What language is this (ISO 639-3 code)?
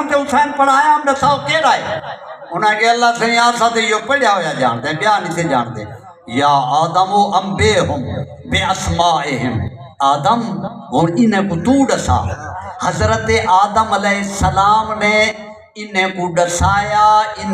skr